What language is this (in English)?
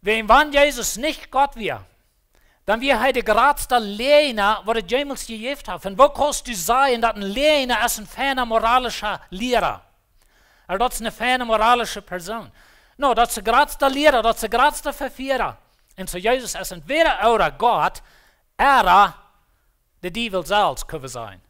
Plautdietsch